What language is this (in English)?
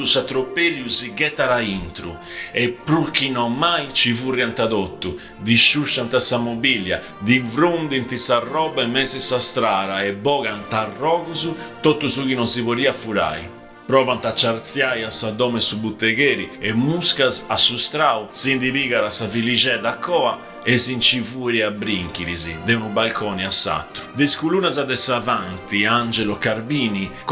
Sardinian